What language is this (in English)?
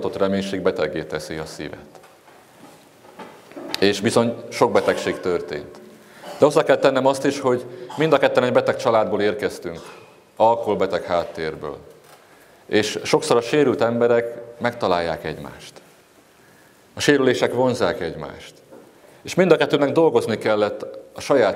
Hungarian